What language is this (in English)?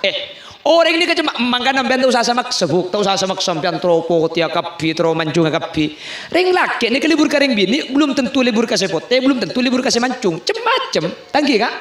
Madurese